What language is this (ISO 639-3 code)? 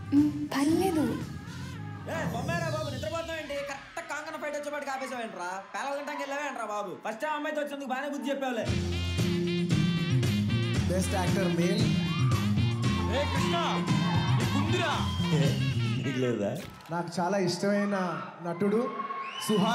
tel